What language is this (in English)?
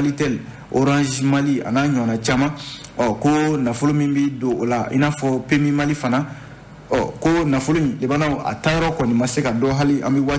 Bambara